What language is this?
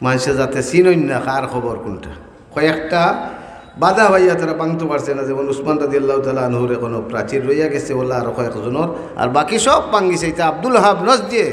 Sylheti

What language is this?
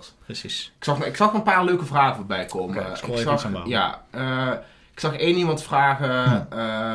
Dutch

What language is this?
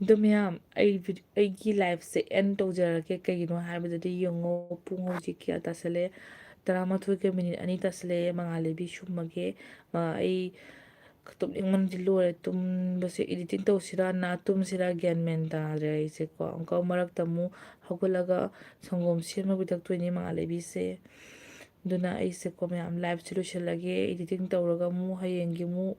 Manipuri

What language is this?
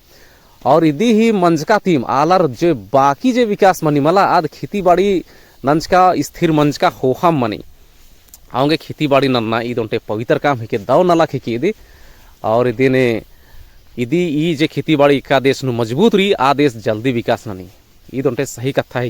Kurukh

